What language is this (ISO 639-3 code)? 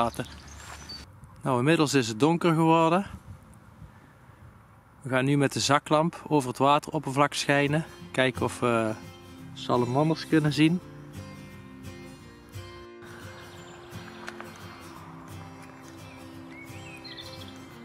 nld